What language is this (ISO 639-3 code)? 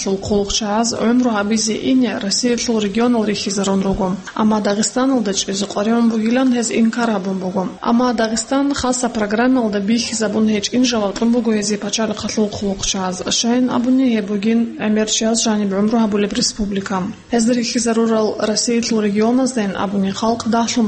ava